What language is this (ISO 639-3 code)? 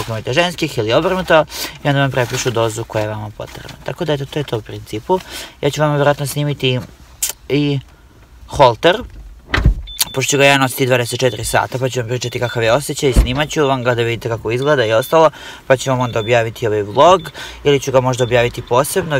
hrv